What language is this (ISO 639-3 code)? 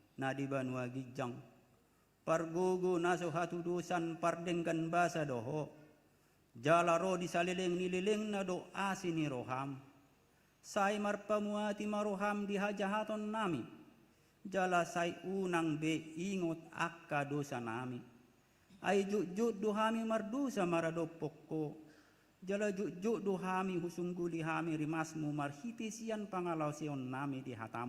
bbc